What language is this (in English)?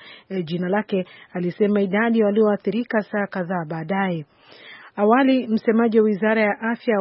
Swahili